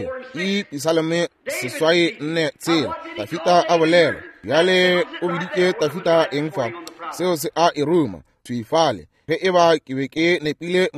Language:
Northern Sotho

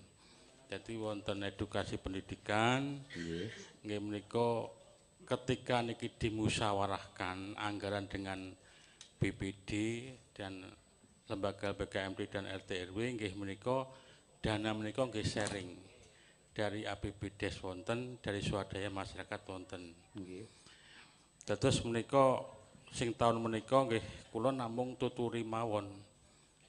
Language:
Javanese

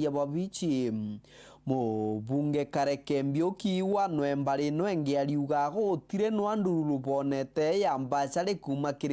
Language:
Meru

